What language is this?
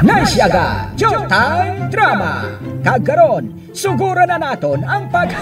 Hiligaynon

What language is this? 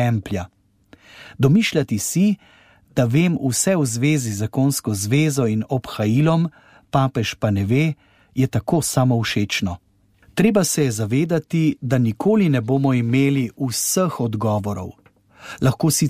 Slovenian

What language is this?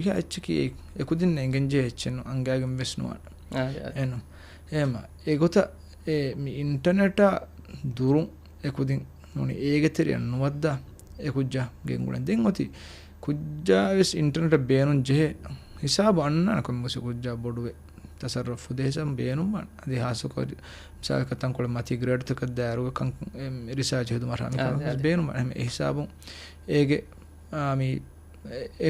Divehi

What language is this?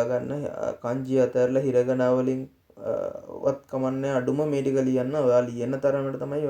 Sinhala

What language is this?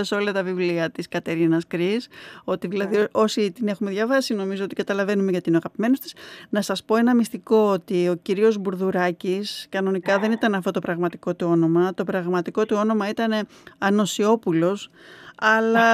Greek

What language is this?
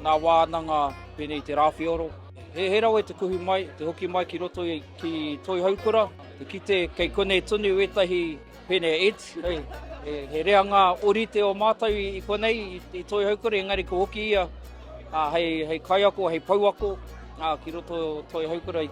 Māori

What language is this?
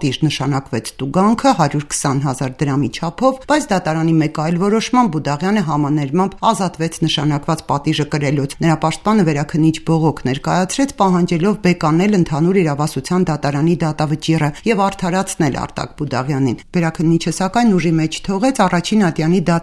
Armenian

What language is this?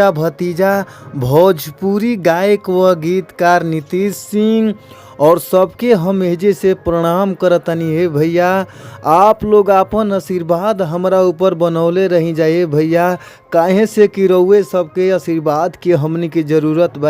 Bhojpuri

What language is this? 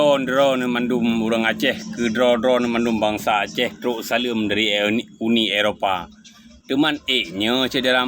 Achinese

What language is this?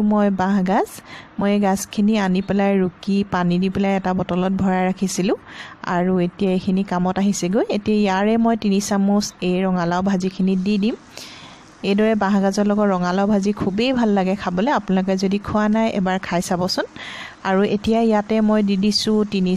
Assamese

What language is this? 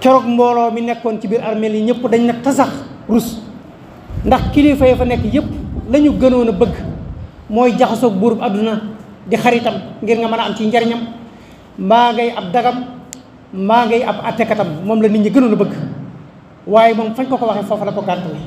Wolof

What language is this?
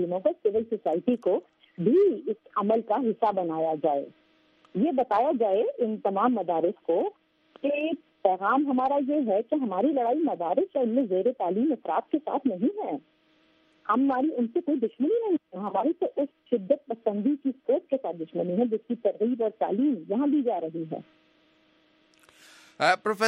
Urdu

